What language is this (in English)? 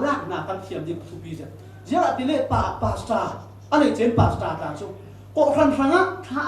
Falam Chin